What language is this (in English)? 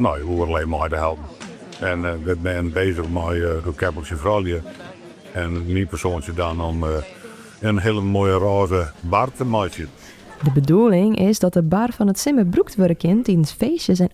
Western Frisian